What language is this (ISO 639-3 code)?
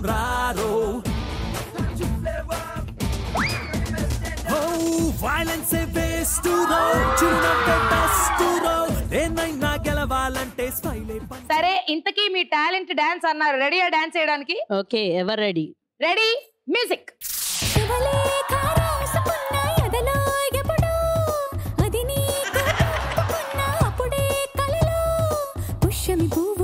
tel